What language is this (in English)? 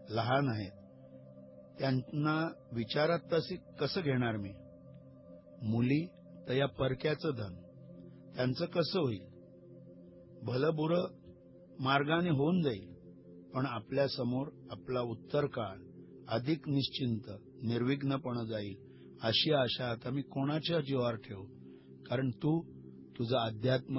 Marathi